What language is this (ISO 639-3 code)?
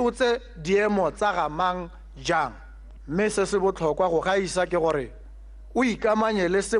tsn